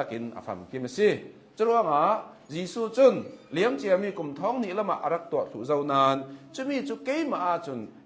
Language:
Hakha Chin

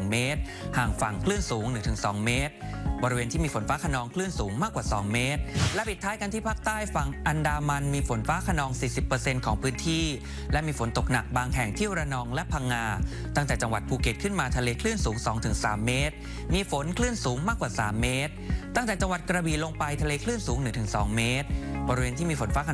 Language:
Thai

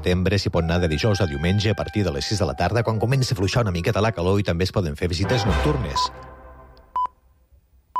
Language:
Catalan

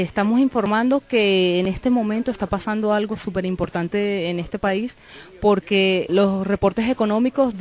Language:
Spanish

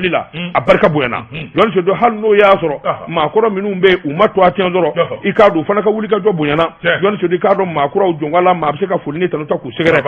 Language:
Bambara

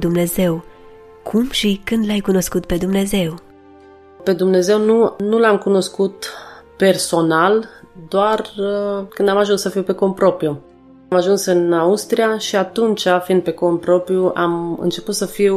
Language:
Romanian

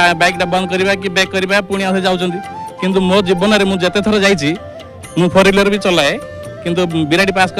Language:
Odia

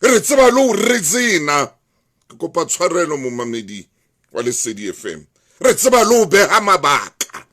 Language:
Southern Sotho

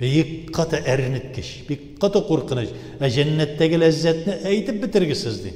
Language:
Tatar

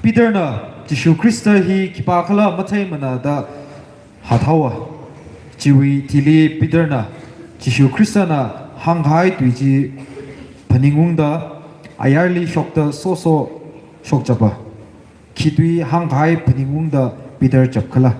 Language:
Tangkhul Naga (India)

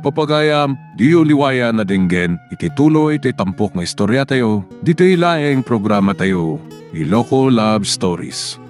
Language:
Iloko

